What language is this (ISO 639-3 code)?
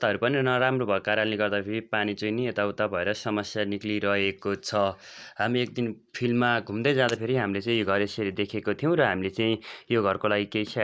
nep